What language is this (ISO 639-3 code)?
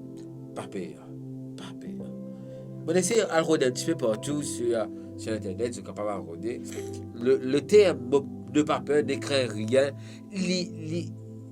mfe